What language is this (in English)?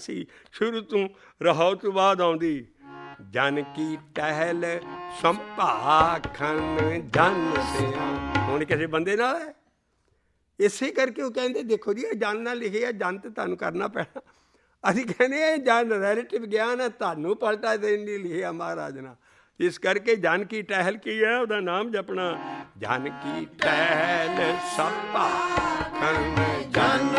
Punjabi